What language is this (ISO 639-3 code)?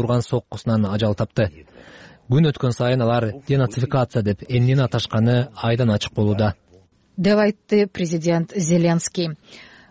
kir